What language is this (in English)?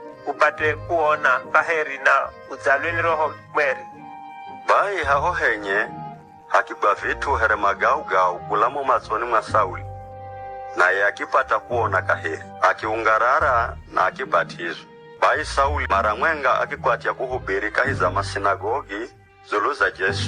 Giryama